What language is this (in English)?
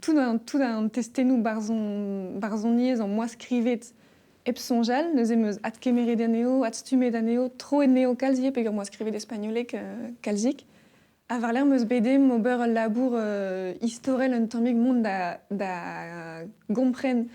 Breton